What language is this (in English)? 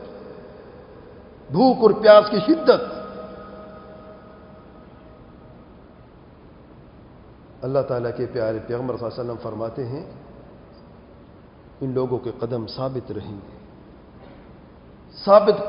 Urdu